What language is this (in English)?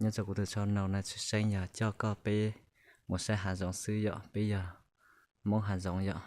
Hmong